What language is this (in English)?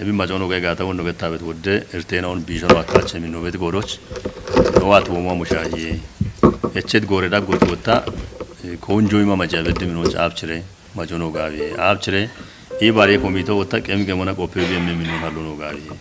Kafa